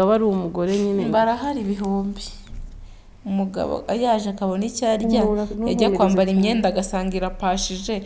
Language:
Kinyarwanda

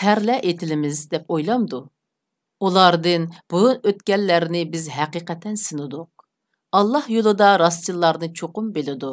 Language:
Uyghur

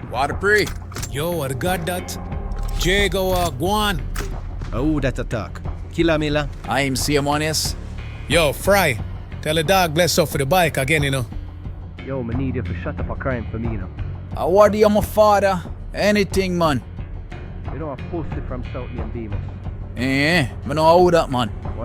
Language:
Jamaican Creole English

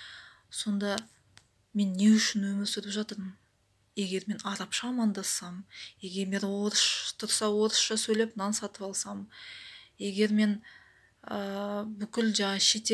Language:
Kazakh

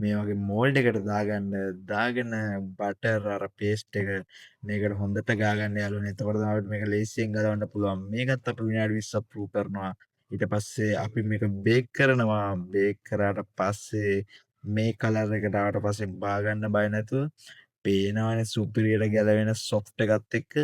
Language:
Sinhala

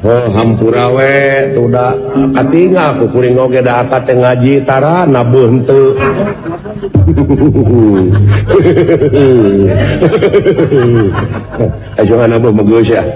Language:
Sundanese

